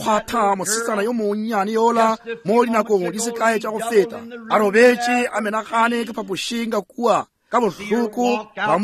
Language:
Northern Sotho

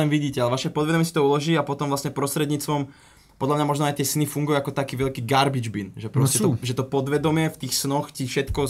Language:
Slovak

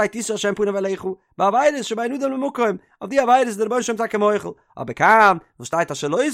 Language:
Yiddish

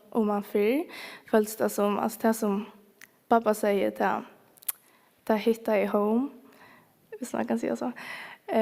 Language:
Faroese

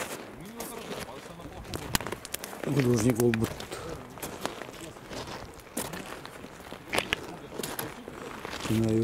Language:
Kazakh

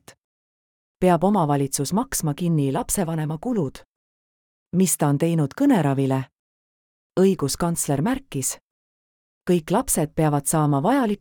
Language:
Estonian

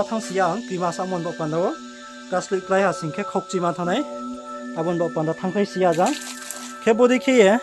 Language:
Riang (India)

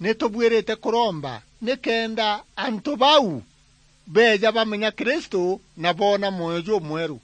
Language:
Meru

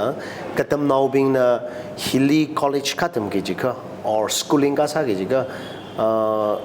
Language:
Tangkhul Naga (India)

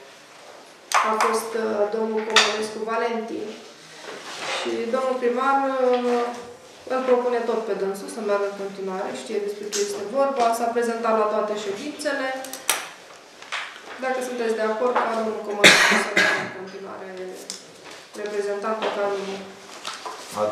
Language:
Romanian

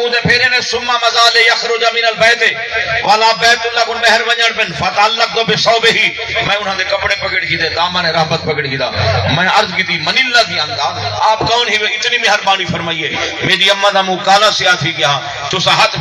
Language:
Saraiki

